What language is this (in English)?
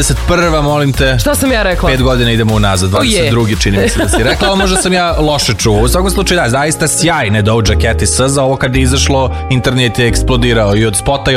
Serbian